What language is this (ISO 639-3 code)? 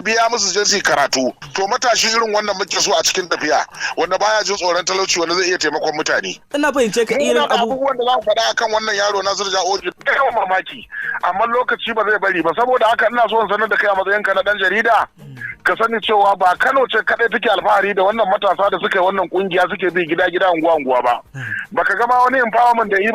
hau